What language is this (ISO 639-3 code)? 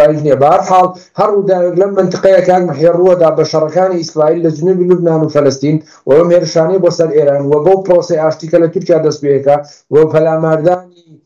ckb